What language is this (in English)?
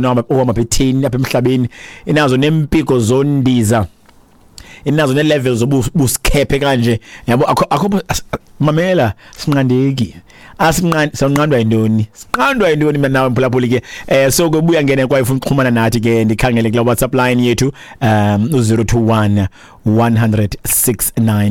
Xhosa